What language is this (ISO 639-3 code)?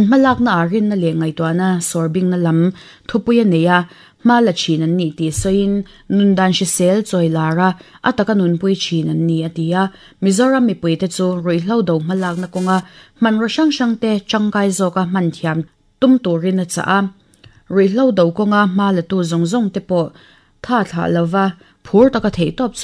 lus